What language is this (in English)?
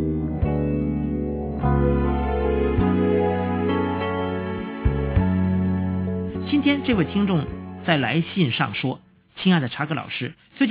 Chinese